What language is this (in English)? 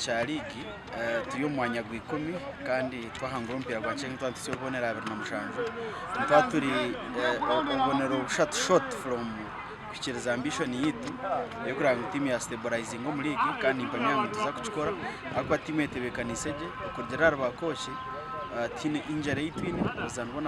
Nyankole